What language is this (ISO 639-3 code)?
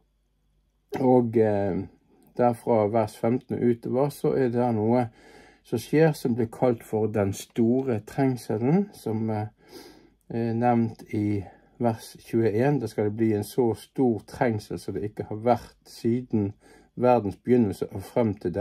nor